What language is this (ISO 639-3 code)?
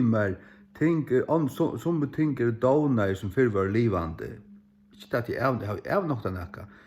fao